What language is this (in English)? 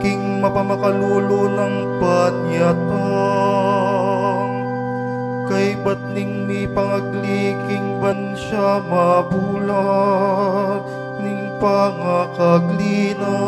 Pampanga